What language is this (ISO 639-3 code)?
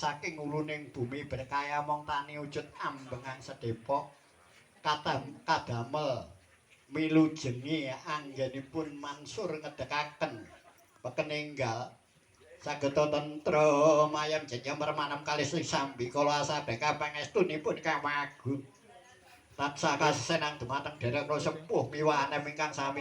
jav